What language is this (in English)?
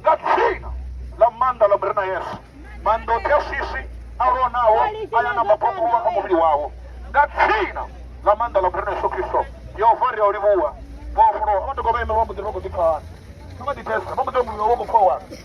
Venda